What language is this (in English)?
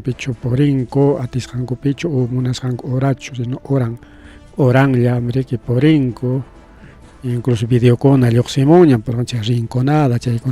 Ayacucho Quechua